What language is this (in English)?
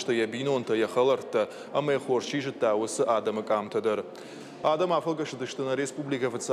Ossetic